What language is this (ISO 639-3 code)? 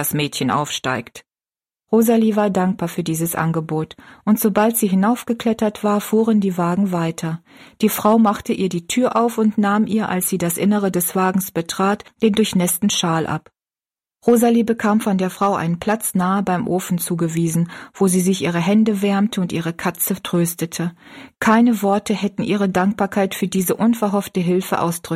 deu